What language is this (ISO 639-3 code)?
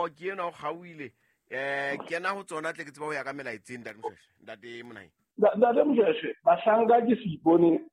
sot